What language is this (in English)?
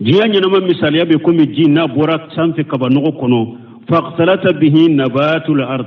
Bambara